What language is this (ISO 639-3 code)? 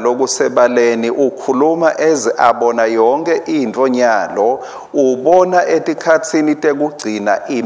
ssw